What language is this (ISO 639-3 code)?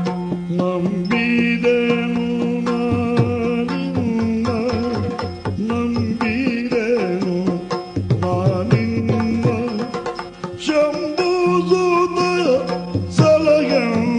kan